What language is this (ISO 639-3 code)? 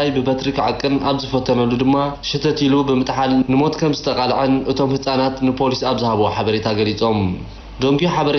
tir